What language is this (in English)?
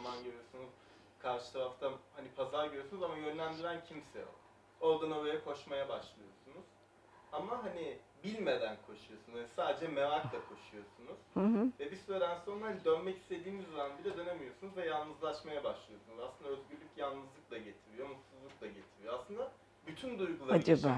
Turkish